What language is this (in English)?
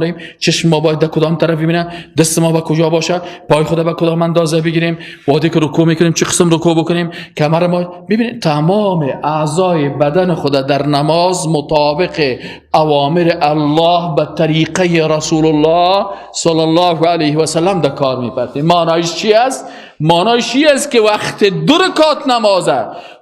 Persian